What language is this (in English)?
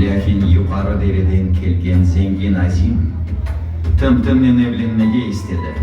Crimean Tatar